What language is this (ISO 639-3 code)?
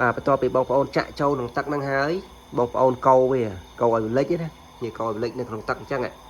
khm